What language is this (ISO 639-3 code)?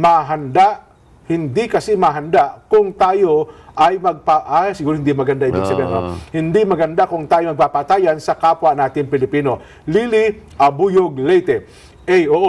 fil